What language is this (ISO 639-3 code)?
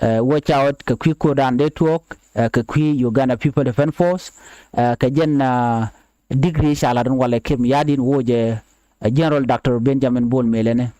nus